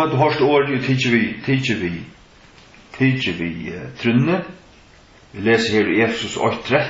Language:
Faroese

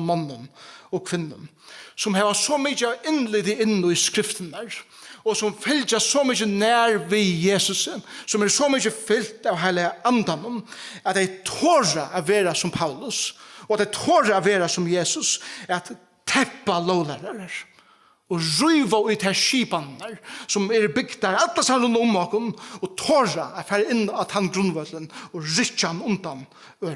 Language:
Faroese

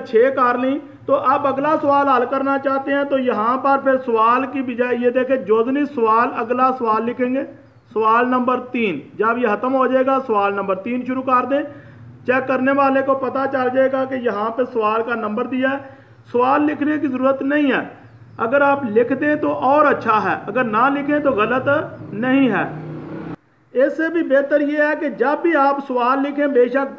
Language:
Hindi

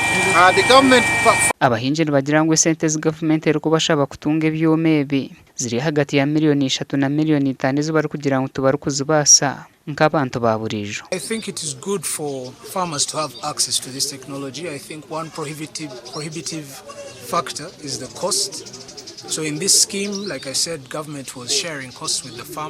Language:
Nyankole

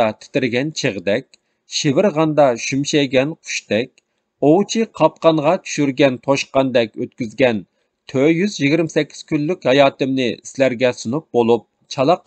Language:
Uyghur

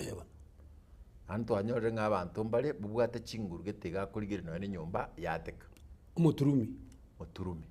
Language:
Gusii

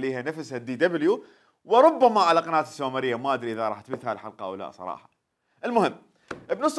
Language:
Mesopotamian Arabic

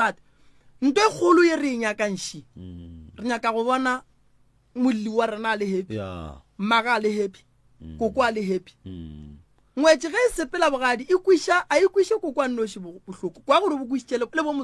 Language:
Northern Sotho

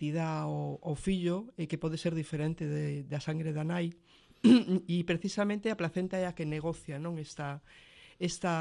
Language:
Galician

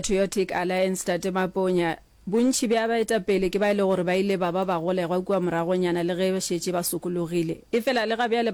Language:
Northern Sotho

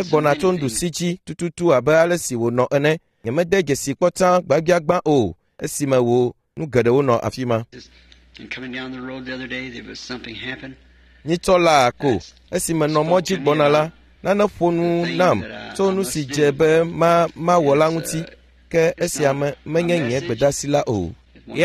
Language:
Ewe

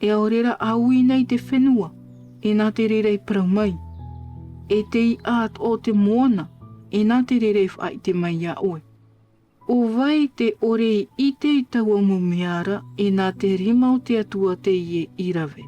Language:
Tahitian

